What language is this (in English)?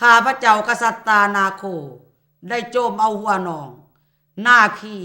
Lao